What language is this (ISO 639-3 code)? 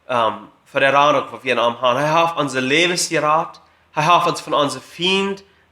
pdt